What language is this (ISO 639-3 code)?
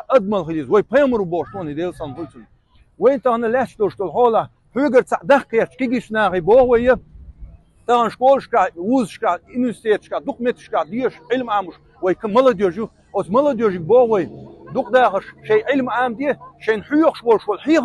che